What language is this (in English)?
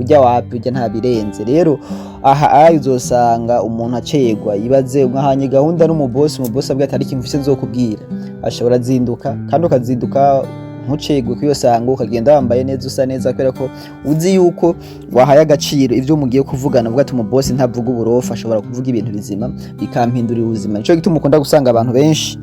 Rundi